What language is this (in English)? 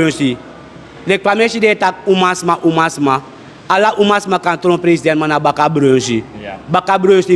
Sranan Tongo